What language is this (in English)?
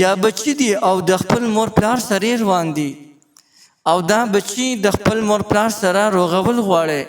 Pashto